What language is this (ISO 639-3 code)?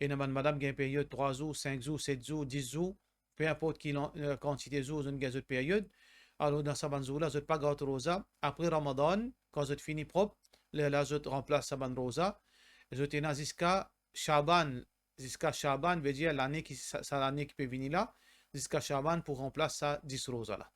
mfe